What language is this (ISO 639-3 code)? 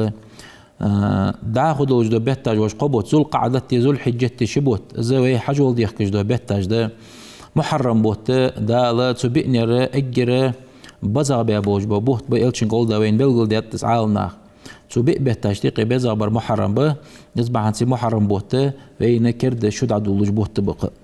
inh